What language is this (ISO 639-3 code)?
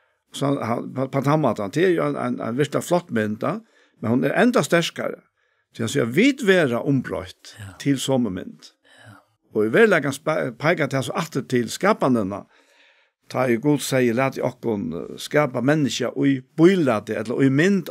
fao